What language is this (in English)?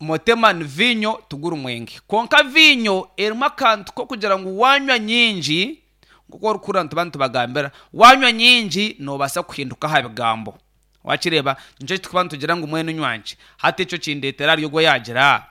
Nyankole